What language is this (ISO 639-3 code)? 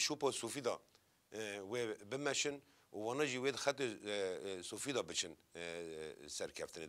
kur